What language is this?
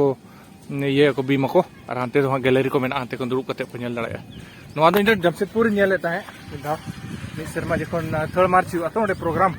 Santali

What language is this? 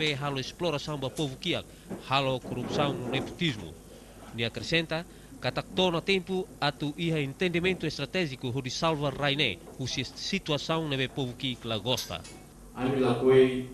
Tetum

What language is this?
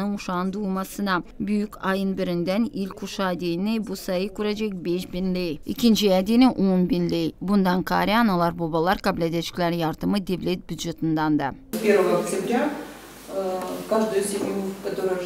Gagauz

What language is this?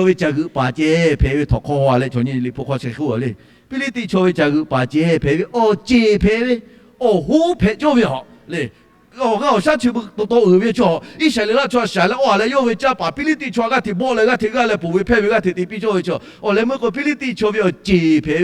Lahu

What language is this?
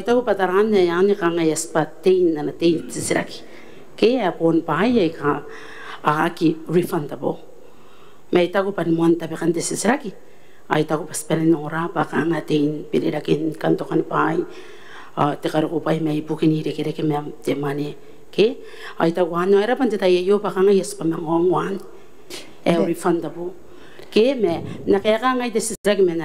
Gilbertese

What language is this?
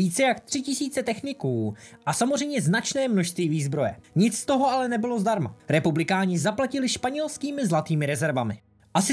Czech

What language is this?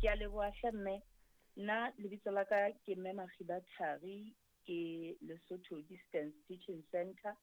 Southern Sotho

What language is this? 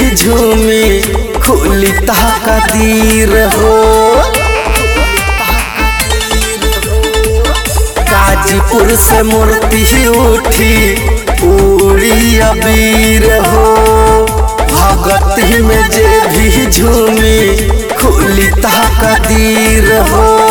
Bhojpuri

